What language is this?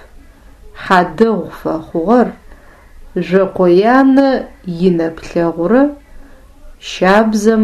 Adyghe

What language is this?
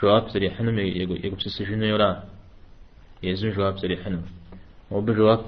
Kabardian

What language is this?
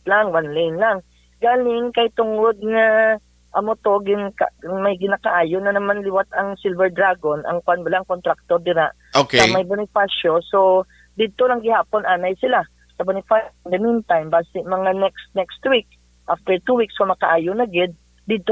Hiligaynon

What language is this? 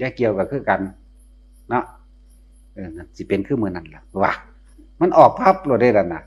Northeastern Thai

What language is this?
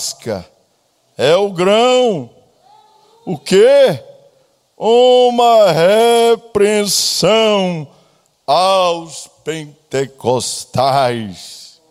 Portuguese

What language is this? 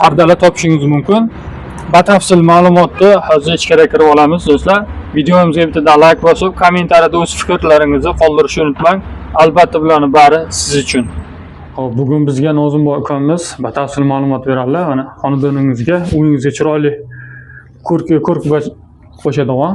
Uzbek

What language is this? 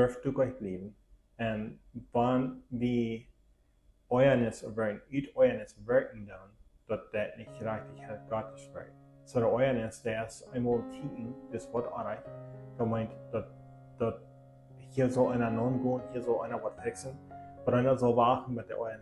Plautdietsch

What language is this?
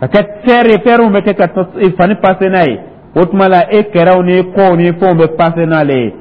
Dyula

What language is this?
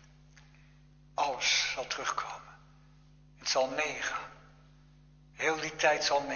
Dutch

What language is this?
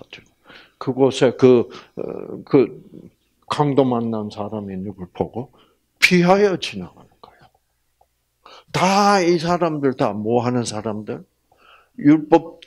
Korean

